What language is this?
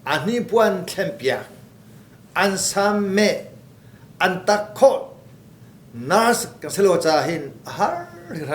Hakha Chin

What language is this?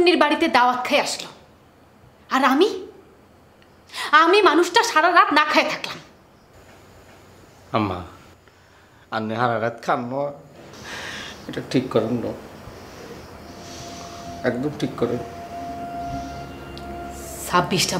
Bangla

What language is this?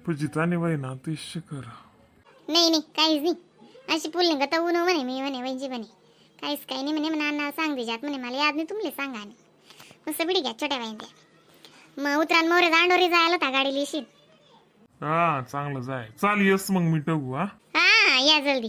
Khandesi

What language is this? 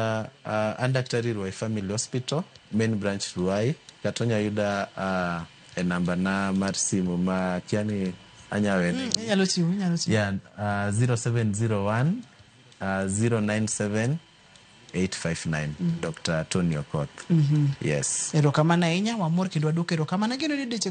Luo (Kenya and Tanzania)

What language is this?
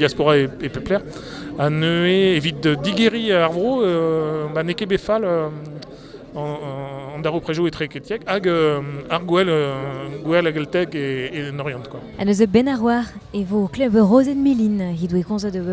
Breton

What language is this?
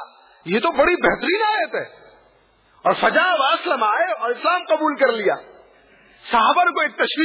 Urdu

